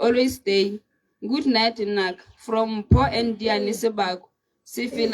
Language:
Tswana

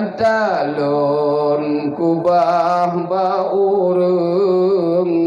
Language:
Achinese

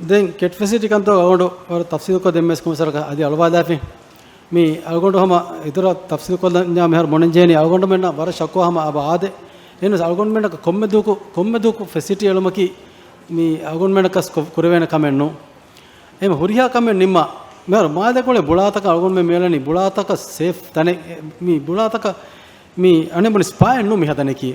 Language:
Divehi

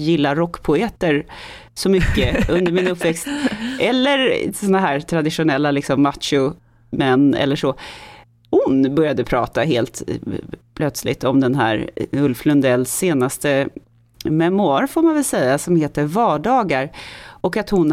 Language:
Swedish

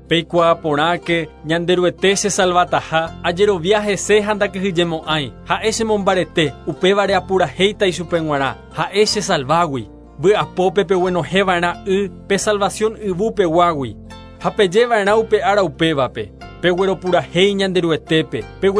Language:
Guarani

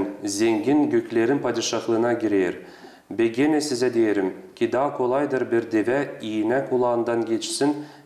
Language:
Gagauz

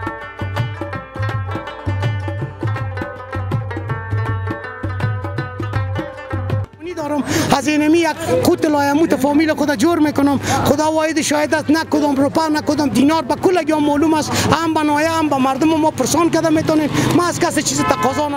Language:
Persian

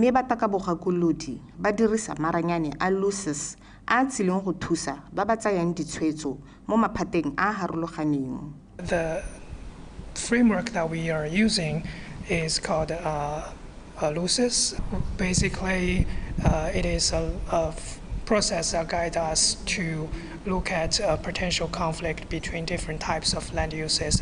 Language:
Tswana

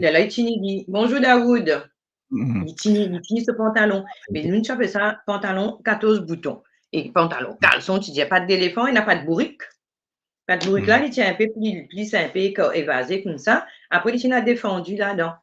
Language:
Morisyen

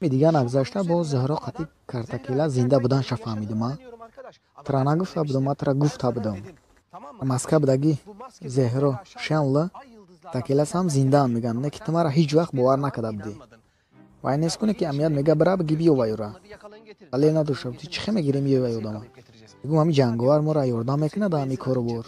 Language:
Tajik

